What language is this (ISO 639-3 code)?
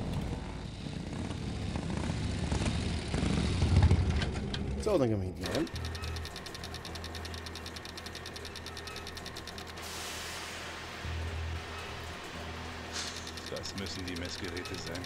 deu